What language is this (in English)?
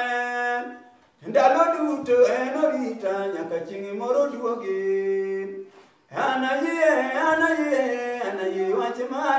Luo (Kenya and Tanzania)